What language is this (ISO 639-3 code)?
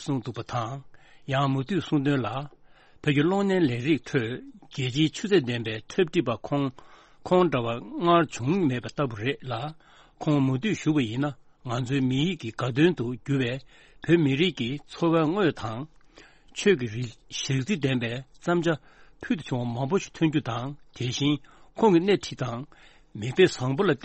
bod